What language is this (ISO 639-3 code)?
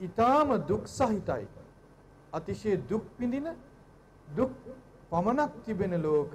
sin